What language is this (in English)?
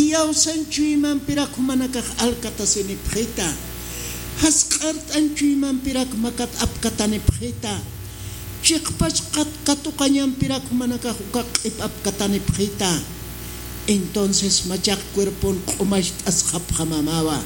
Aymara